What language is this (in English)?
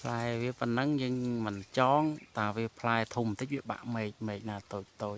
Khmer